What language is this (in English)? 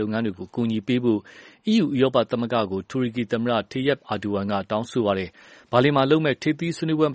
Burmese